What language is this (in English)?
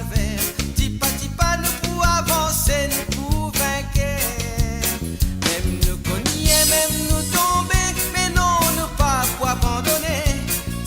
Morisyen